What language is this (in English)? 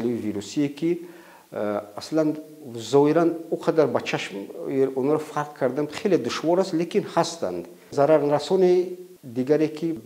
Tajik